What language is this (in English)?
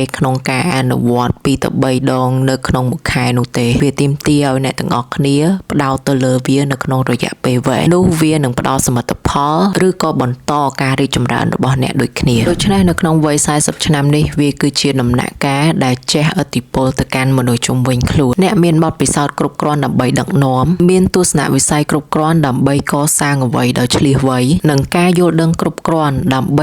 Khmer